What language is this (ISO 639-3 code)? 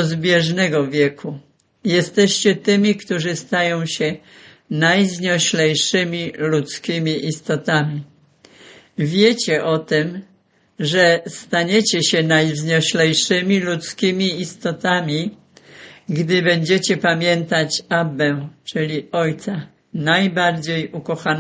pol